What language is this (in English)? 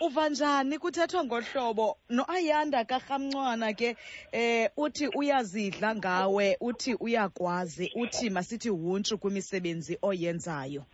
Xhosa